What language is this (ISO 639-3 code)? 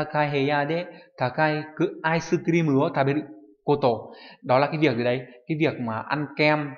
vie